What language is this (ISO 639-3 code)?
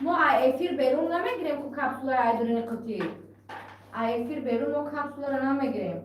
tgk